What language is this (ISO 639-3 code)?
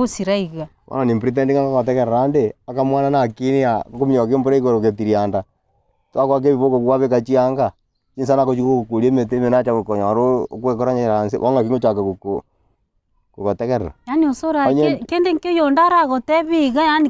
guz